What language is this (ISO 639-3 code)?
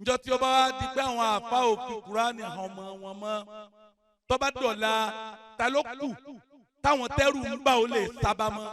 yor